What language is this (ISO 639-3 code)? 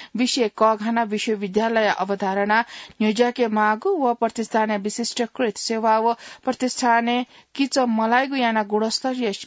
new